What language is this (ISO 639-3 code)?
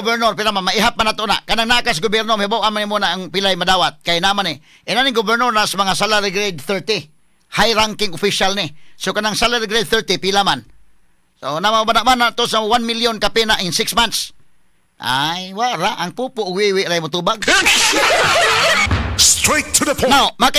ceb